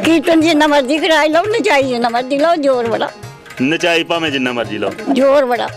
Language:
Dogri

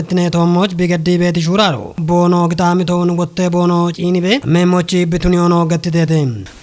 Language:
Kafa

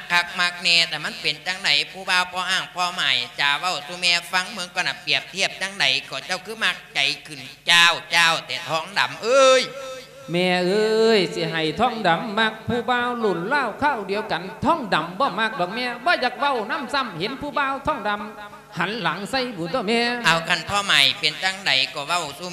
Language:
Lao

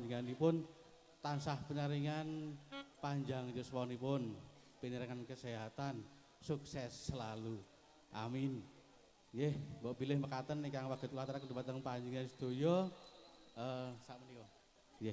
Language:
Javanese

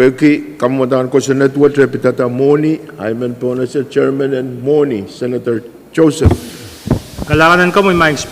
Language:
Pohnpeian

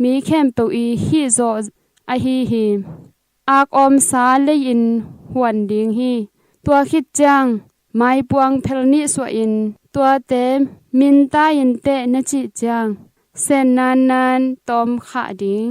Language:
Tedim Chin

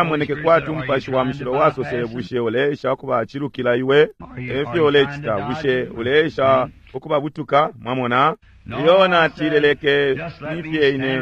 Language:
Bemba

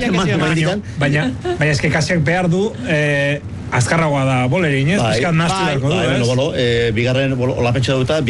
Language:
Basque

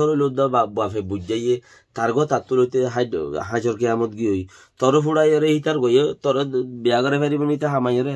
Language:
Rohingya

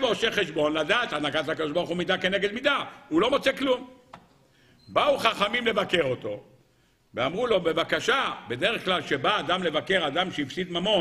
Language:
Hebrew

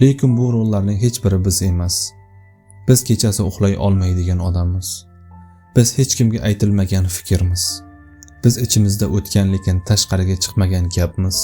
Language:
Uzbek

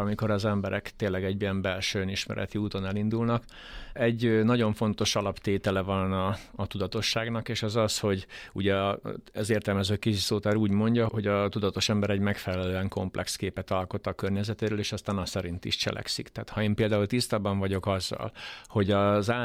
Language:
Hungarian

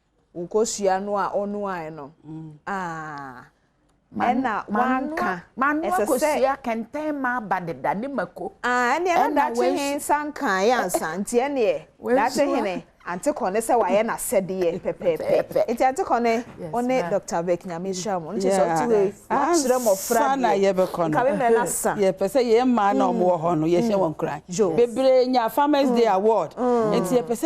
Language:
Akan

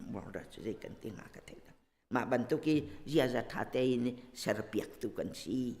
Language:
Hakha Chin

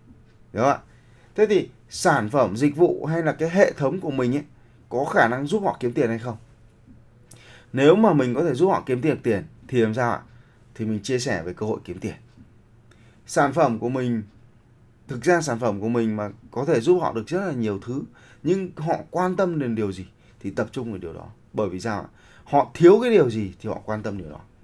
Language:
Vietnamese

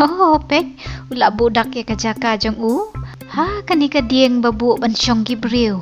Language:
Khasi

